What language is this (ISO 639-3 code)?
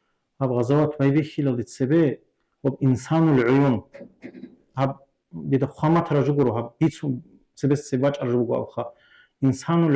ava